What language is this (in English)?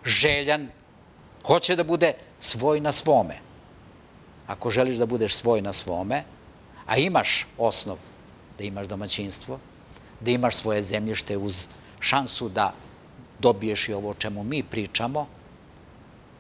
Serbian